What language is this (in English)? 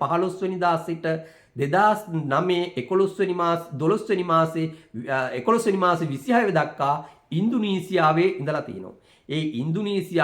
Sinhala